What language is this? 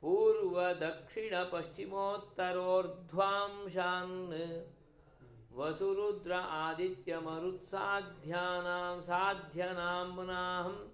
Sanskrit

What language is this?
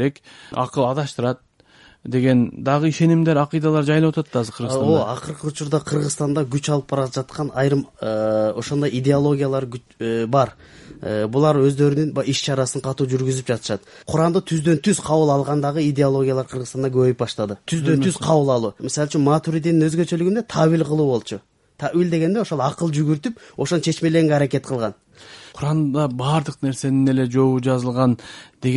Kyrgyz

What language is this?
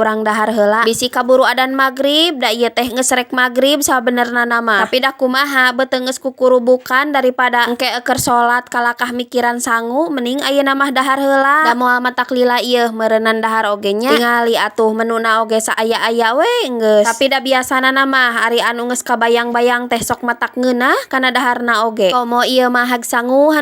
Sundanese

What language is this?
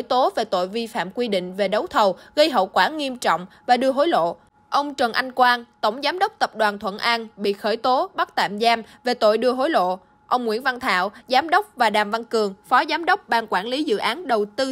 Vietnamese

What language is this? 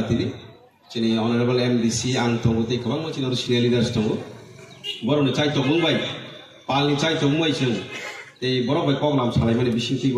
Kok Borok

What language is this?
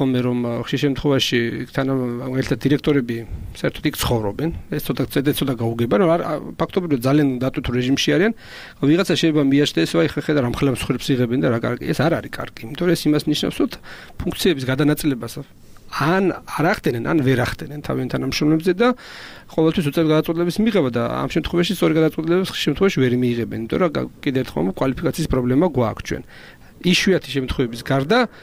Georgian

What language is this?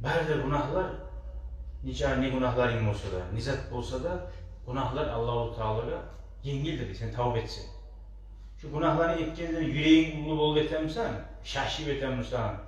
Kumyk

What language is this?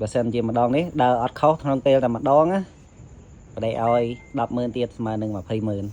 Khmer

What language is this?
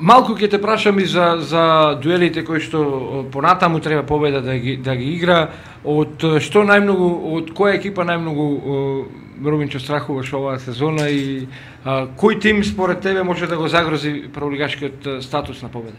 Macedonian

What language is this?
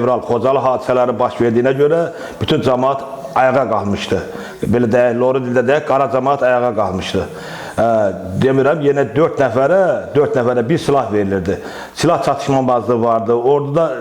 Azerbaijani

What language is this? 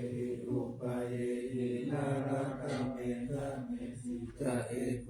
Pali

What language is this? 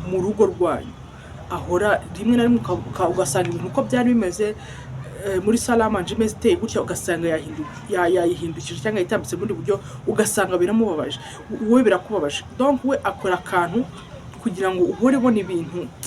Kinyarwanda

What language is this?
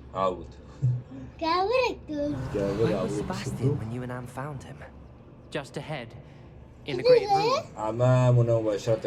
Kurdish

